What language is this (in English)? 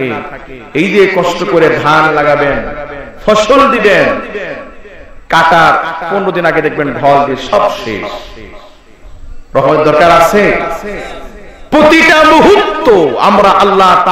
Bangla